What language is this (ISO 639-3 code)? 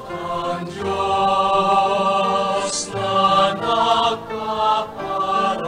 bik